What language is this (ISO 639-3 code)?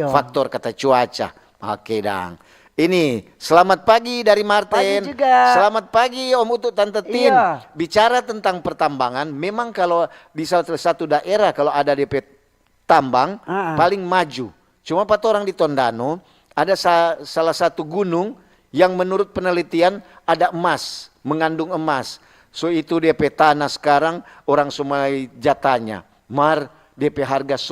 xmm